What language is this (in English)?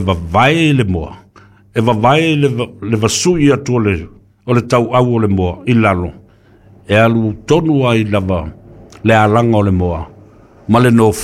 Samoan